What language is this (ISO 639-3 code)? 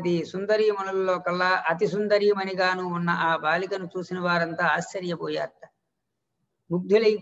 tel